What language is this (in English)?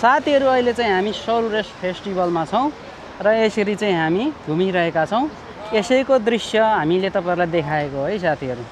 Nepali